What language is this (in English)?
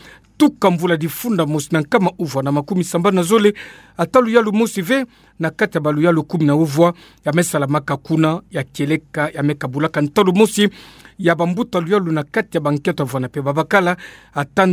Kituba (Democratic Republic of Congo)